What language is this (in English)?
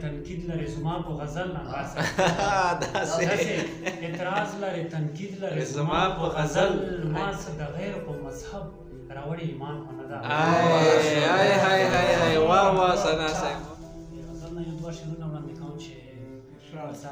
Pashto